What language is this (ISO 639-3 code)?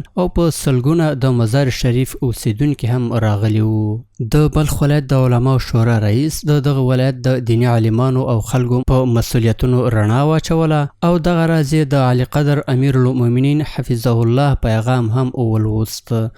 pus